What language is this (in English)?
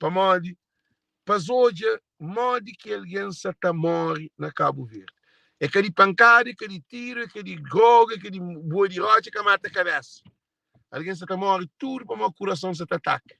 Kabuverdianu